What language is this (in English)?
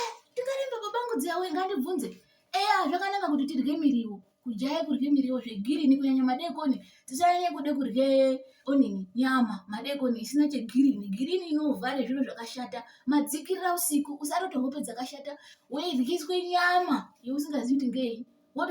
Ndau